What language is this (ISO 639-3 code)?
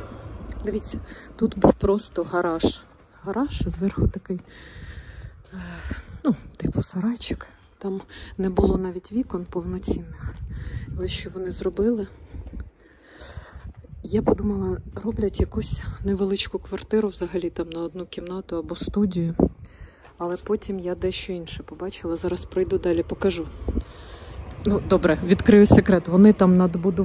ukr